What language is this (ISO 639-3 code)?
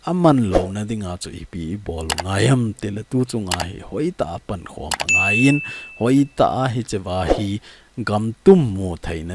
tcz